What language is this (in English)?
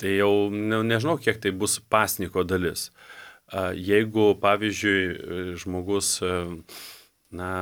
Lithuanian